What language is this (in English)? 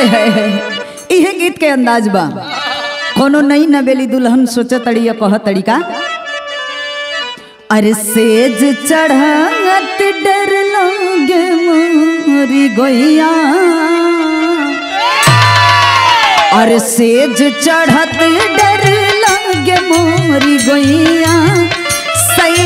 Bhojpuri